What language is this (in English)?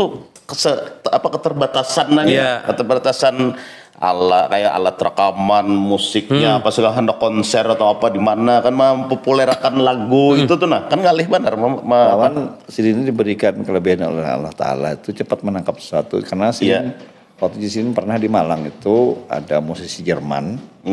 Banjar